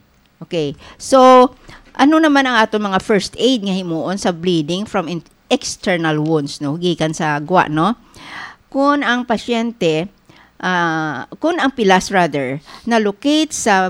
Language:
Hiligaynon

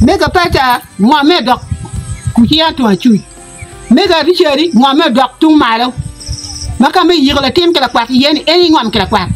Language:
Acoli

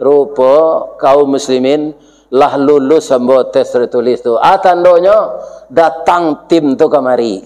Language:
Minangkabau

